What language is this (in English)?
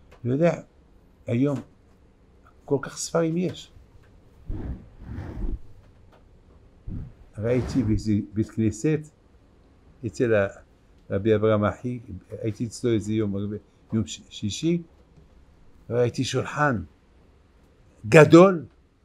Hebrew